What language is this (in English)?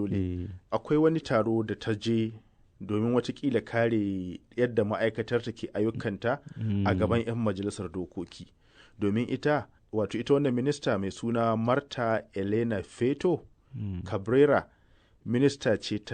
Hausa